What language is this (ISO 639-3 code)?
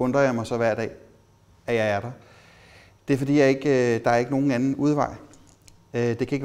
dan